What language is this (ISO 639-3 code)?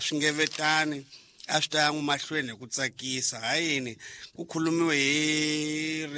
tso